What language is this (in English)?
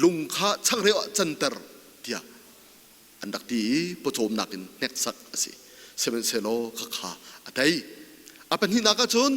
Hakha Chin